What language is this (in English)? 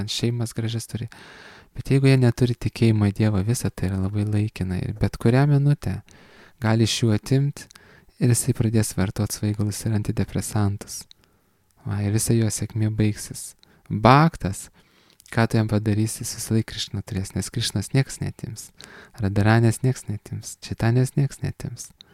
Lithuanian